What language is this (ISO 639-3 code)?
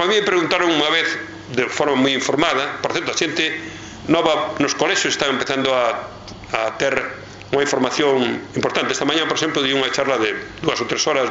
glg